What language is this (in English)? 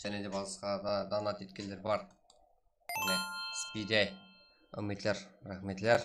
Kara-Kalpak